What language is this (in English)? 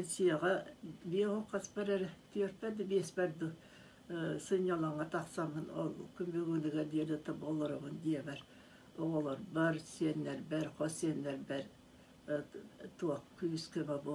Yakut